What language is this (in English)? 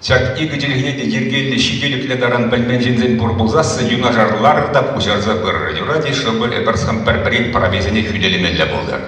Chuvash